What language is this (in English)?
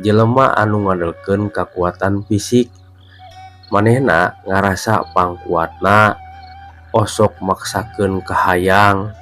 Sundanese